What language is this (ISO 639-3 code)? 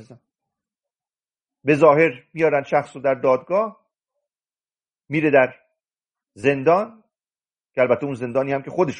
fas